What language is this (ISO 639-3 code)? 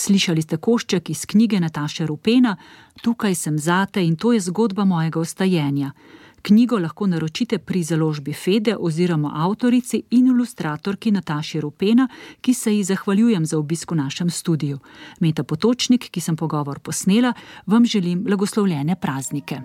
slv